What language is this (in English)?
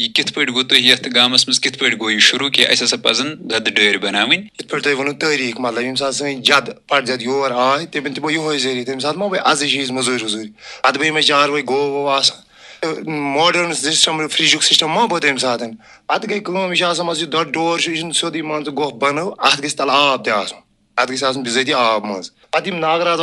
Kashmiri